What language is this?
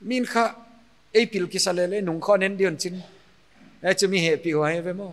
Paite Chin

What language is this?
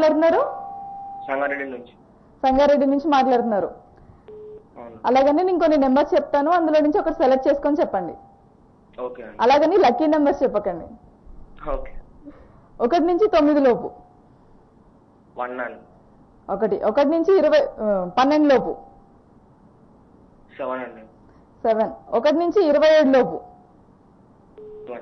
Telugu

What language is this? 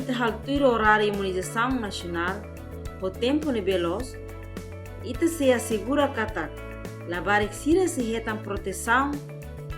Tetum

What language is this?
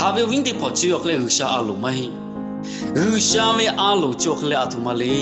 Lahu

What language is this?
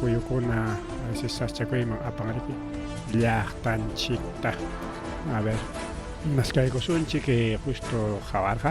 Ayacucho Quechua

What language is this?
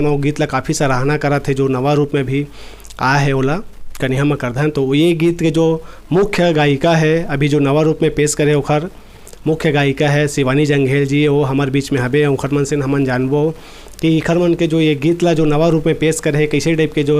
Chhattisgarhi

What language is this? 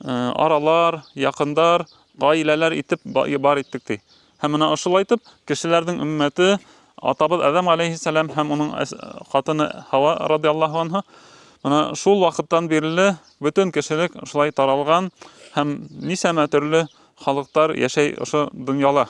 Bashkir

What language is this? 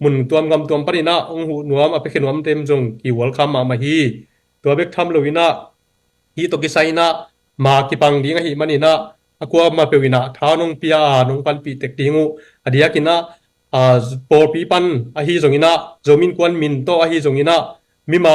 Tedim Chin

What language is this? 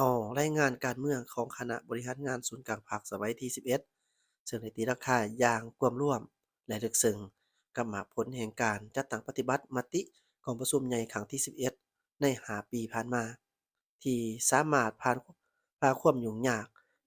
Lao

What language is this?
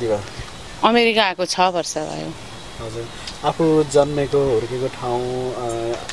Nepali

